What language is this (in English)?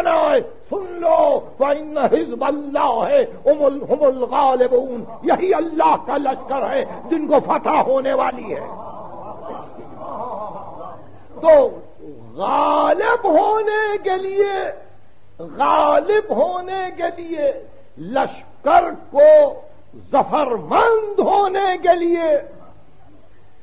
Urdu